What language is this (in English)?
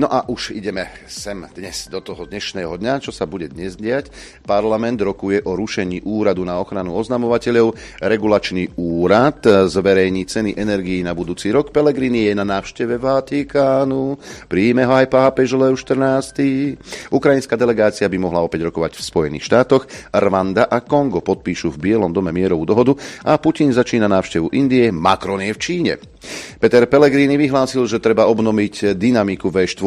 Slovak